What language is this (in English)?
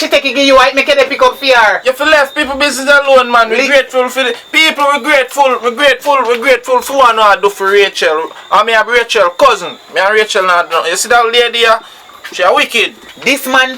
Jamaican Creole English